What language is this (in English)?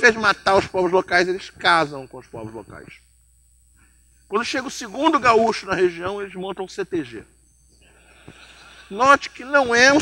Portuguese